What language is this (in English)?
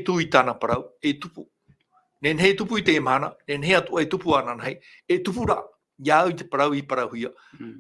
Tahitian